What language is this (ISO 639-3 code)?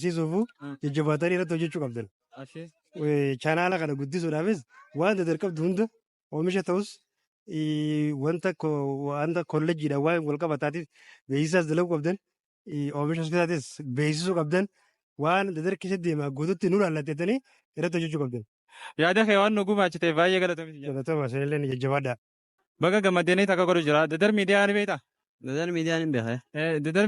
orm